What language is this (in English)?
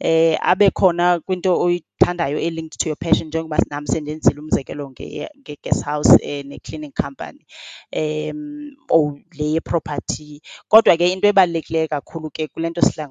Xhosa